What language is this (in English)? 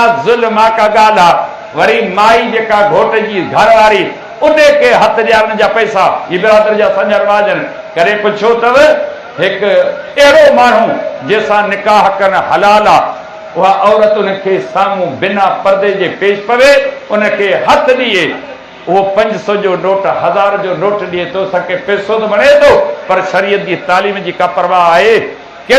Sindhi